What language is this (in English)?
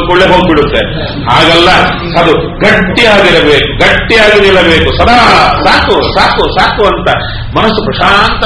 Kannada